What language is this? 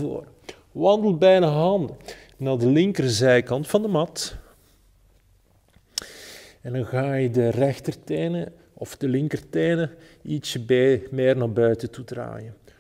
Dutch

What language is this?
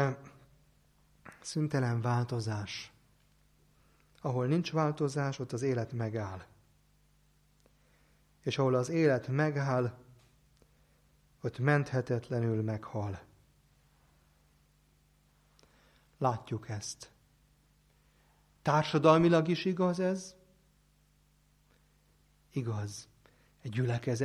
Hungarian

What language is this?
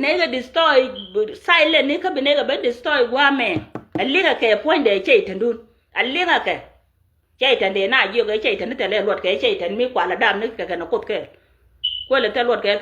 Nuer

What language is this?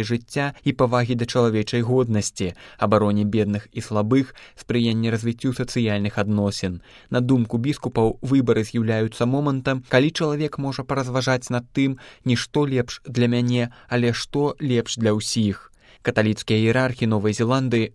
Belarusian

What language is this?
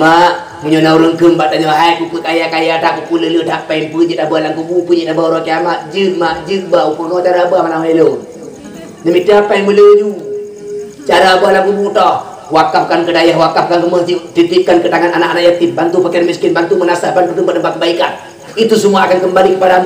Achinese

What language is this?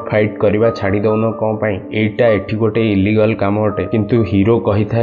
Odia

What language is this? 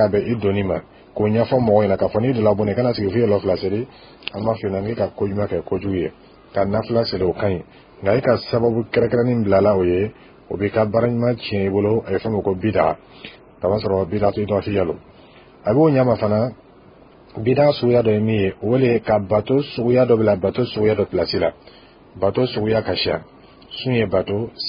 Dyula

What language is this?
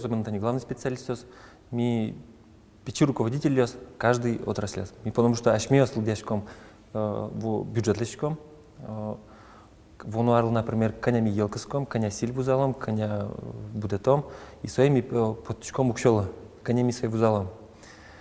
Udmurt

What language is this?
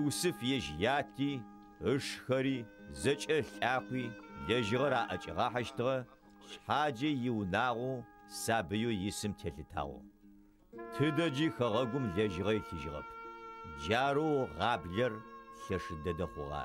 Adyghe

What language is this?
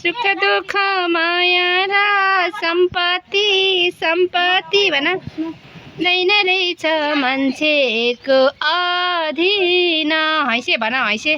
Nepali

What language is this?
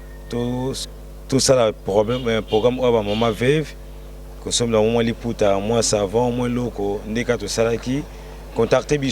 Lingala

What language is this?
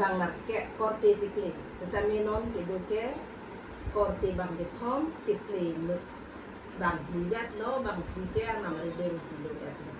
Karbi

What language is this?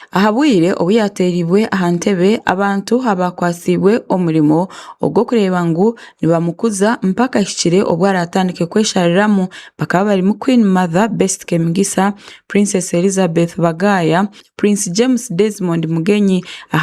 Tooro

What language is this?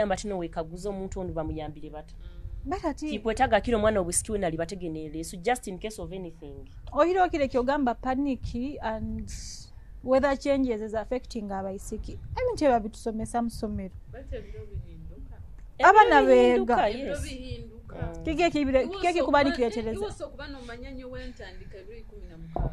Nyoro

